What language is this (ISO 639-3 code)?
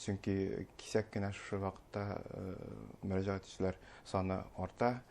bak